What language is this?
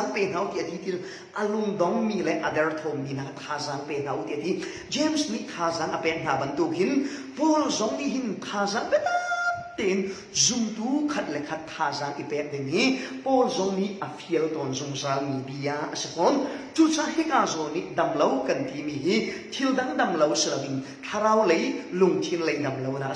Falam Chin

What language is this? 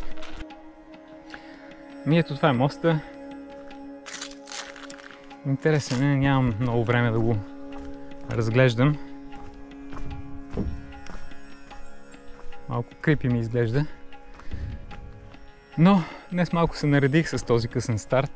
Bulgarian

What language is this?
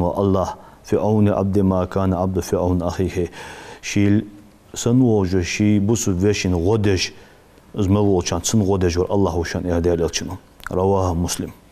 Ingush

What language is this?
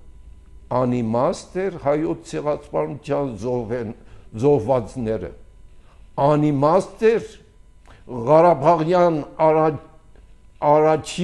Armenian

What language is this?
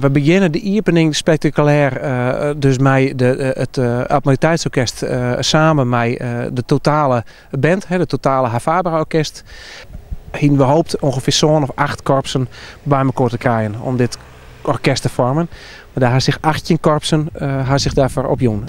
Western Frisian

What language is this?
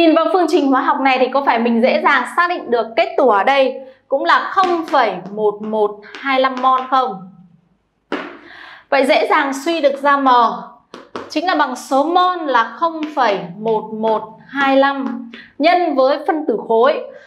Vietnamese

